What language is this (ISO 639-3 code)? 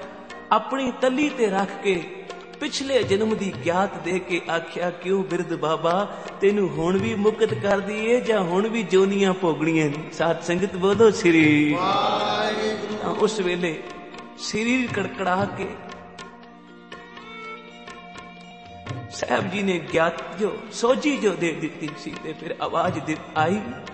pan